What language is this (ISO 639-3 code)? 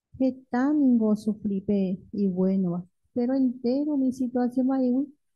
grn